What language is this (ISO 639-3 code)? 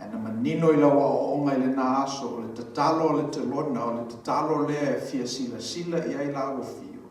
smo